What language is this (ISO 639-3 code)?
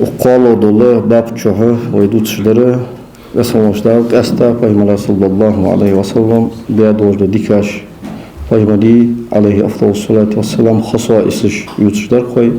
inh